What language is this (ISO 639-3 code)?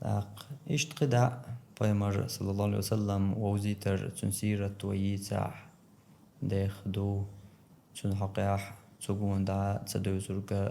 che